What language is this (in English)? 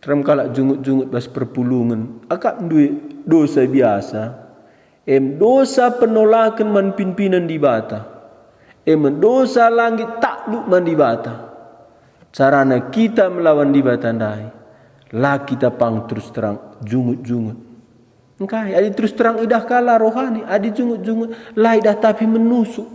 Batak Karo